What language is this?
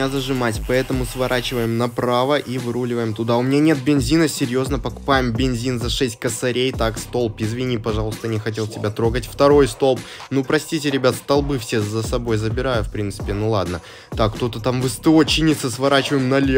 Russian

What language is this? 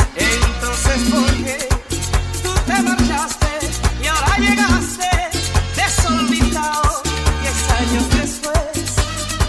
Spanish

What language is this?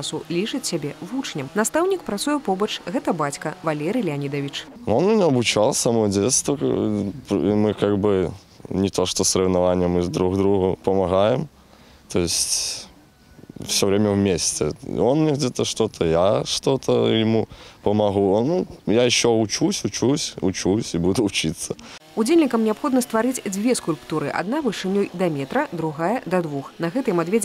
Belarusian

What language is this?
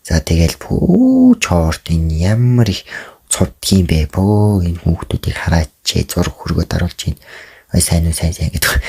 Mongolian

